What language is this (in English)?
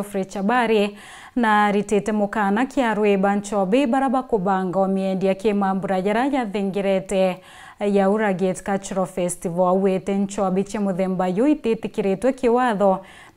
Meru